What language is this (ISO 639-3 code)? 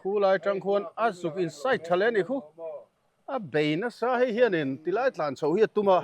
lus